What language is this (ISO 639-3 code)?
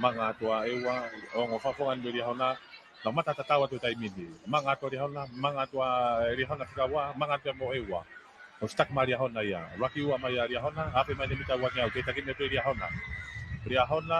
ton